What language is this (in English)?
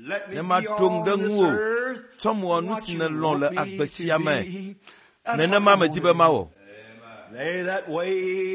Ewe